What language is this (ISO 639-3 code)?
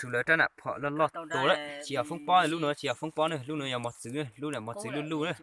hmn